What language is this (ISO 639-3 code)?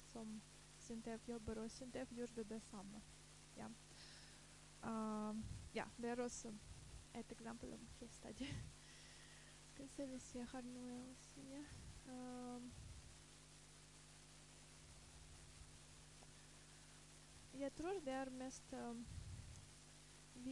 nor